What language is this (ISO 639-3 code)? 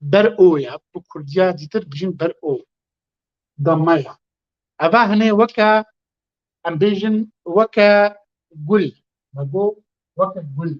kur